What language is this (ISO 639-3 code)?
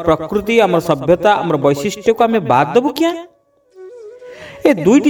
ori